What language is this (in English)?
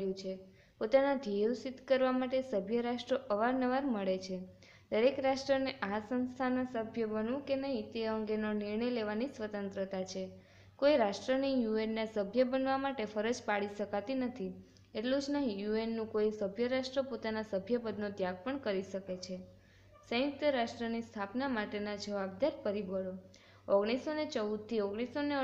Gujarati